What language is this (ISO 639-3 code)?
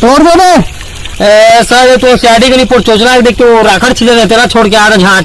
hne